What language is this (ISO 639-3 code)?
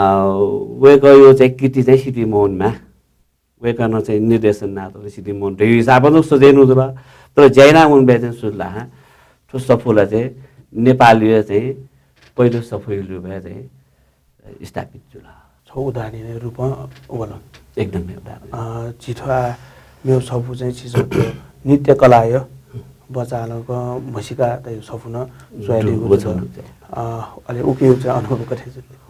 new